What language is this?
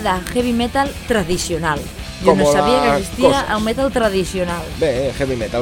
Catalan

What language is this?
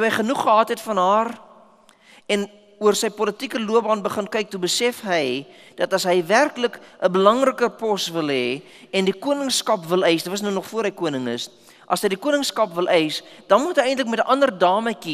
Afrikaans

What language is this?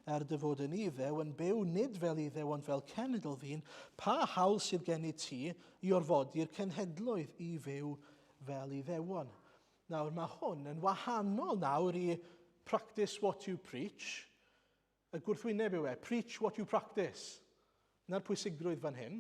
Welsh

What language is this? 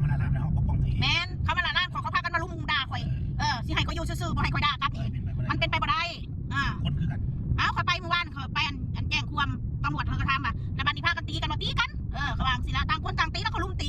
Northeastern Thai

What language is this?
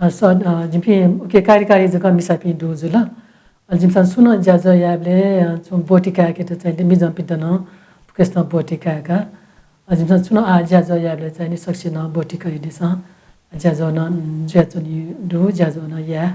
Newari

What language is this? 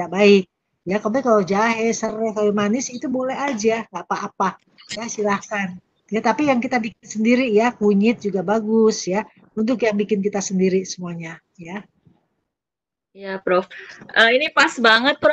Indonesian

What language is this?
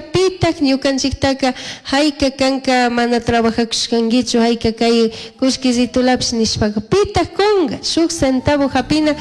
Chimborazo Highland Quichua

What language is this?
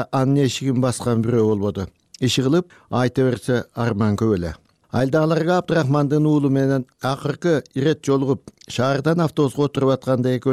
Kyrgyz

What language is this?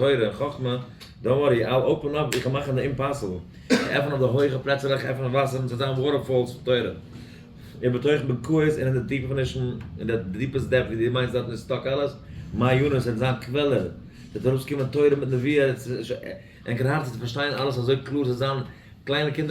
Yiddish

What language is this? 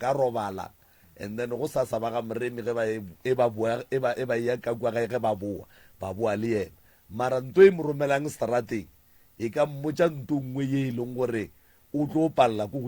Northern Sotho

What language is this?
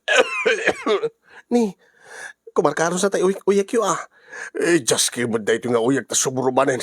Iloko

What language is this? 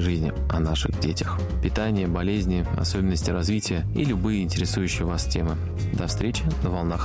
Russian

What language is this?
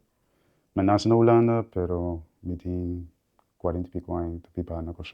Papiamento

